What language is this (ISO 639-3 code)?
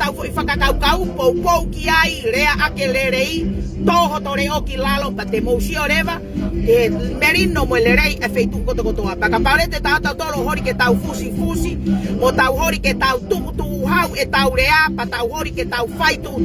ton